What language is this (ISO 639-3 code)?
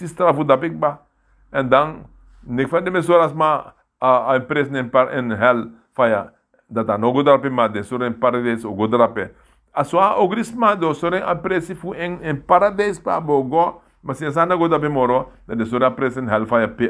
srn